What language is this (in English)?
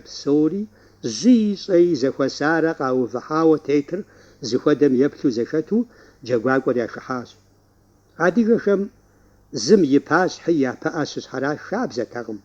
Kabardian